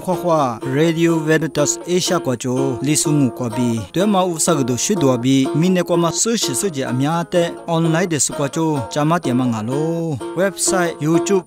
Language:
Lisu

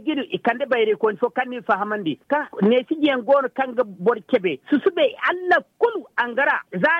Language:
Zarma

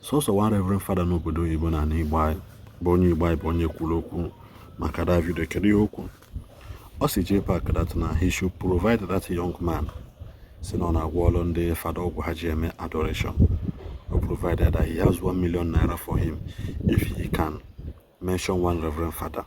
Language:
Igbo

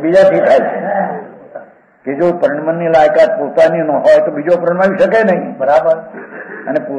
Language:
Gujarati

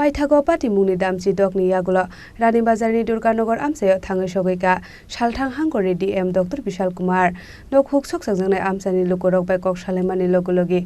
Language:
Kok Borok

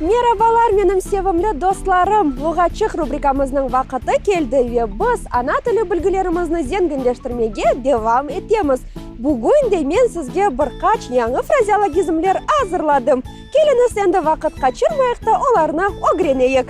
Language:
Crimean Tatar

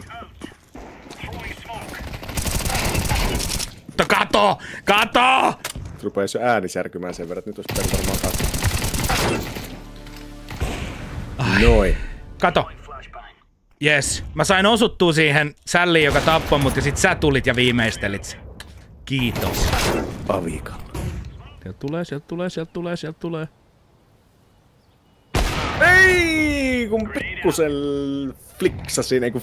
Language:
Finnish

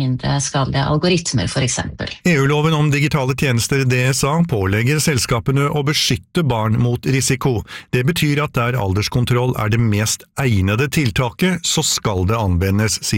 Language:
Norwegian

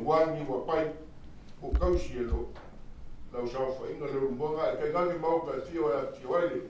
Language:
Samoan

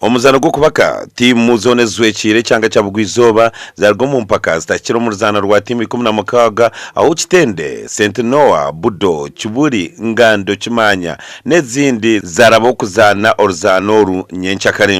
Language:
Nyankole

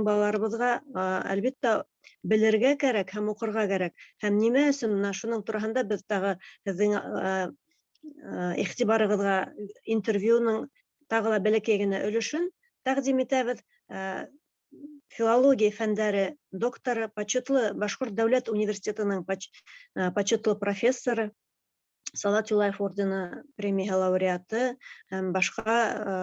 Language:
Bashkir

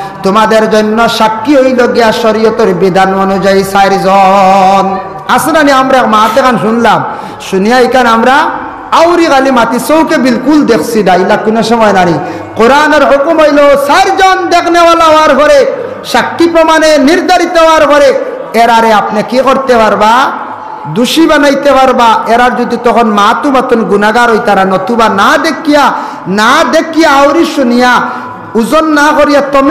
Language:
Sylheti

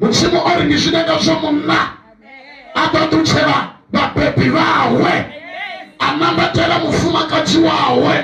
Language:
Venda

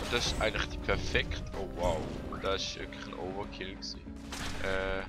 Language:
Swiss German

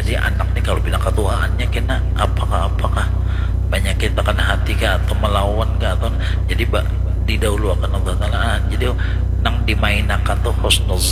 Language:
Banjar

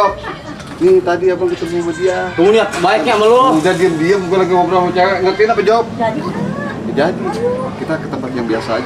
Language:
Betawi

